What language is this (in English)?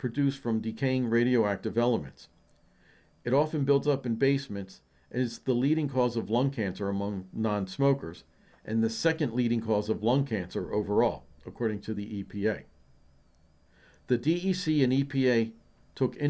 English